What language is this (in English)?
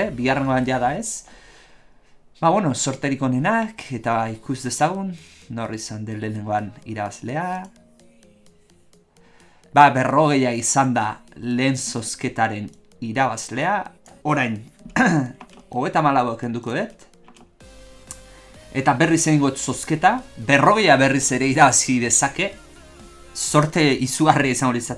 Basque